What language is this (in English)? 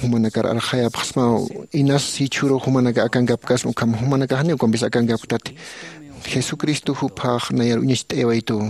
Aymara